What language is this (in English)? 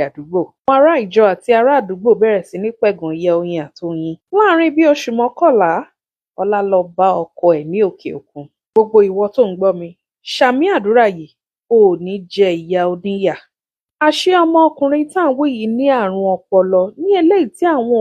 Yoruba